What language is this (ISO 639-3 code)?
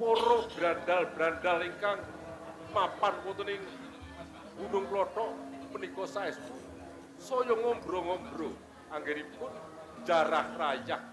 jav